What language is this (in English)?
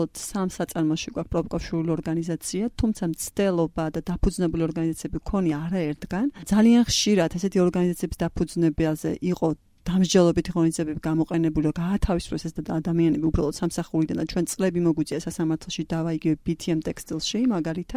Georgian